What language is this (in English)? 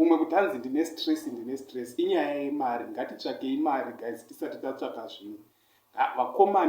Shona